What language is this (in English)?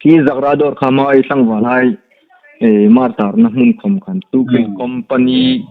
Hmar